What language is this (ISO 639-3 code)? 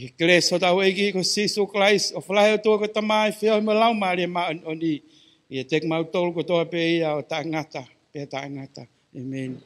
ton